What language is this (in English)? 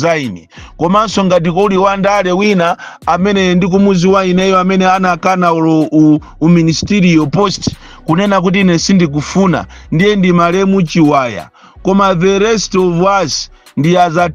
Nyanja